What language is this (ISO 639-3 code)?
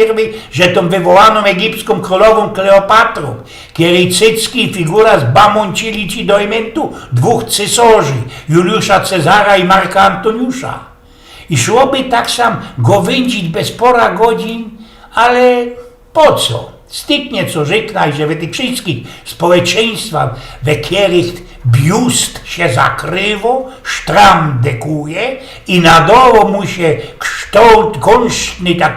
szl